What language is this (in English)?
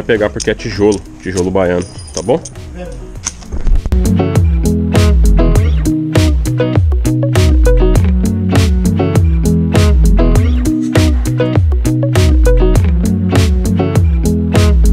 Portuguese